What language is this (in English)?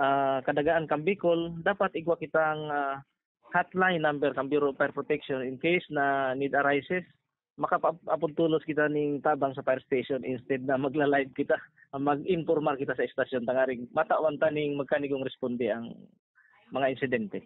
Bikol